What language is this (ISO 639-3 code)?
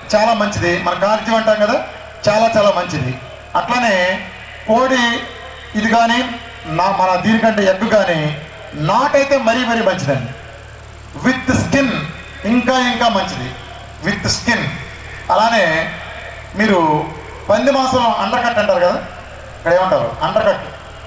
tel